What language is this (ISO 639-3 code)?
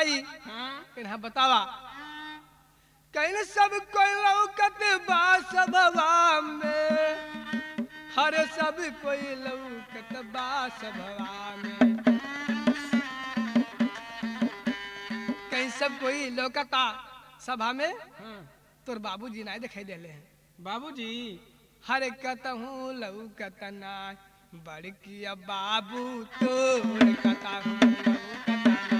bho